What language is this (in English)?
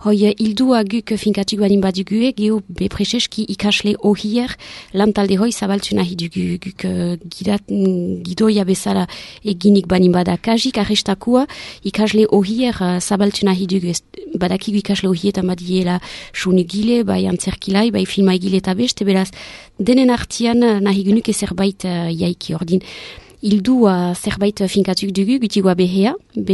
Basque